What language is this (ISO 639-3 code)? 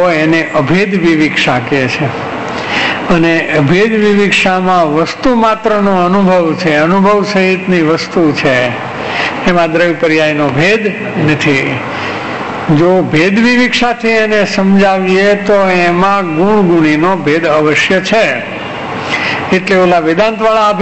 guj